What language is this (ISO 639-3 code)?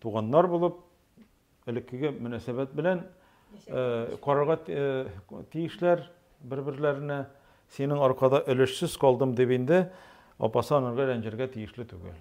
tat